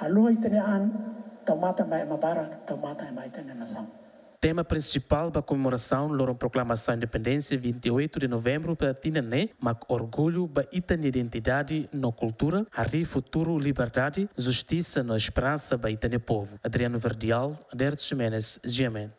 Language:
Tetum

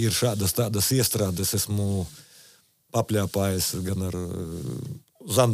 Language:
Latvian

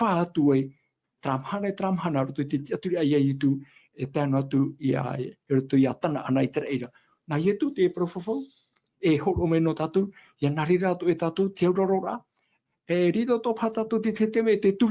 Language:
Tahitian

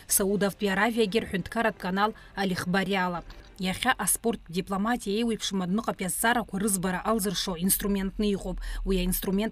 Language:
Abkhazian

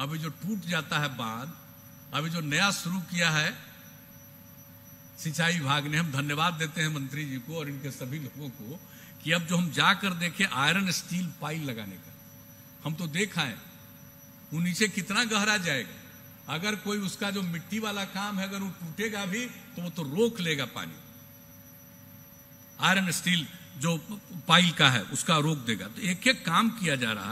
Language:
Hindi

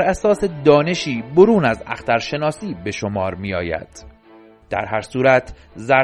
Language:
Persian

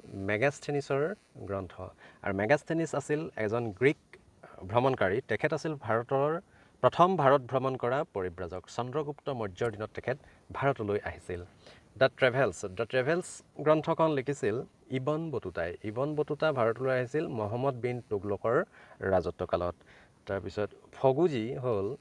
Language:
Assamese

